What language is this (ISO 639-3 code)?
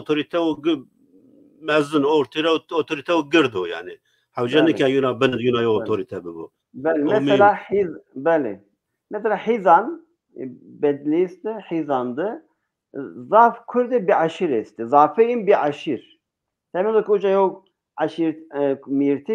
zza